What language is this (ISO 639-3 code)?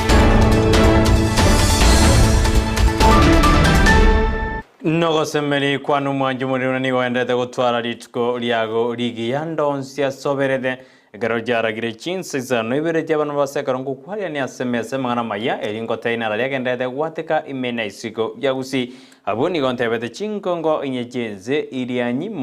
guz